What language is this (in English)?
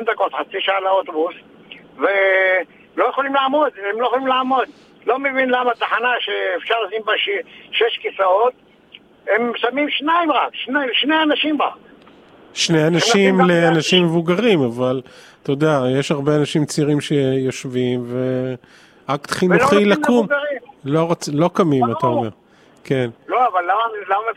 Hebrew